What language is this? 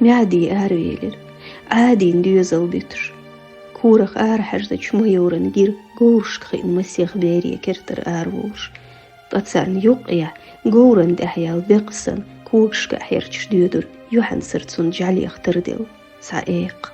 Chechen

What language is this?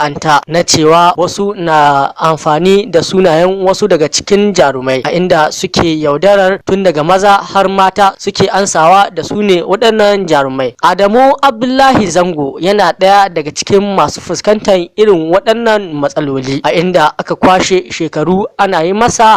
Hausa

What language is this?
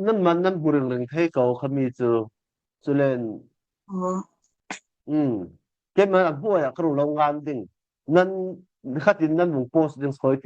Falam Chin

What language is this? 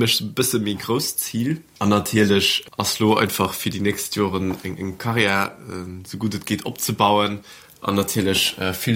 Luxembourgish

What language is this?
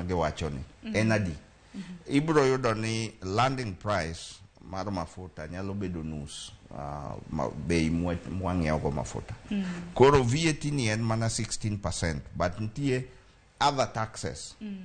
Luo (Kenya and Tanzania)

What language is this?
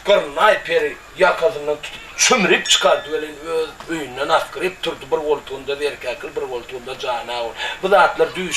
Turkmen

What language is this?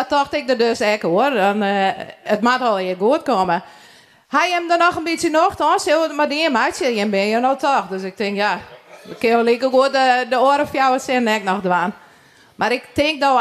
Western Frisian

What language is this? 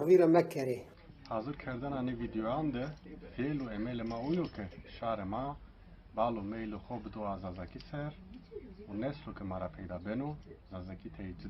Zaza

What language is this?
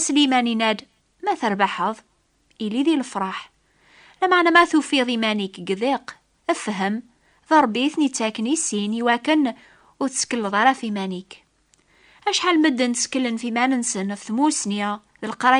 Kabyle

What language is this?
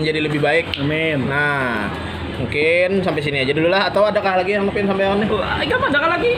Banjar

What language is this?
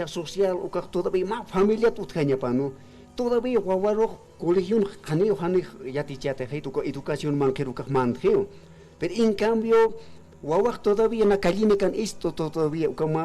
Aymara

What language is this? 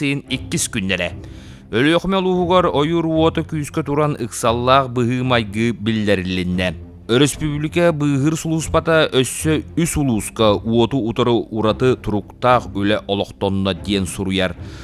Yakut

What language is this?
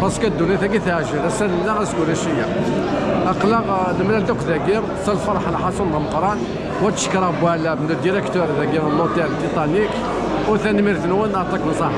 Kabyle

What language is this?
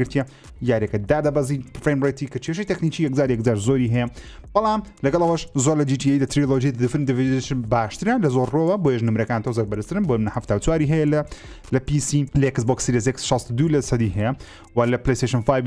Central Kurdish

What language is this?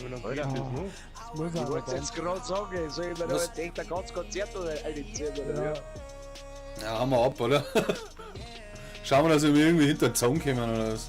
Bavarian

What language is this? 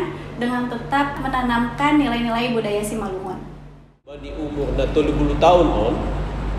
Batak Simalungun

